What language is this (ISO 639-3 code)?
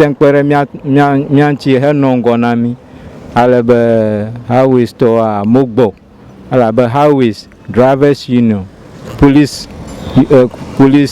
ewe